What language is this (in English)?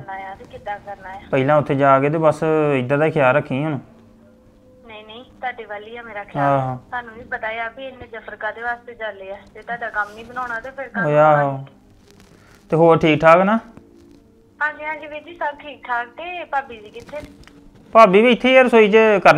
Punjabi